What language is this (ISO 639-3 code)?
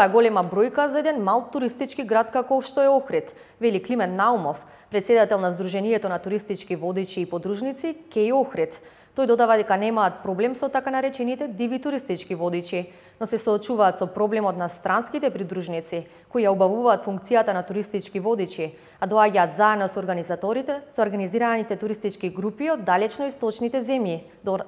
mkd